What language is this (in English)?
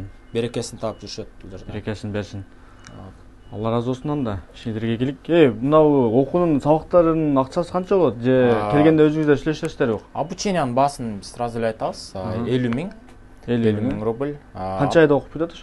Kyrgyz